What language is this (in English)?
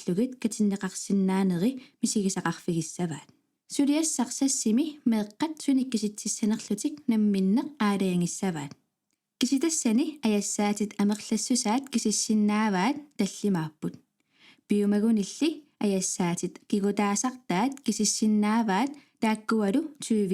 Kalaallisut